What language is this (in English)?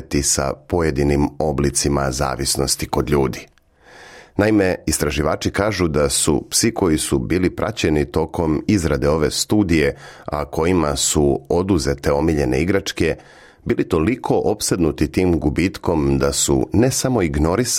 Serbian